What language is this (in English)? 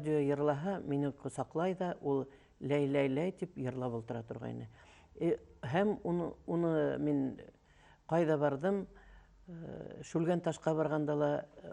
Bashkir